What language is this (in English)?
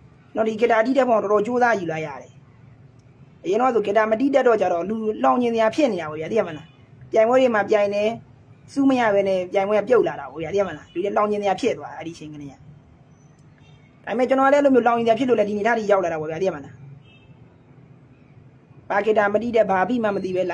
Burmese